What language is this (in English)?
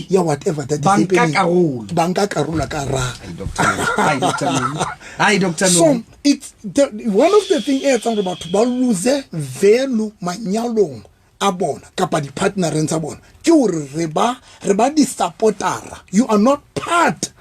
Southern Sotho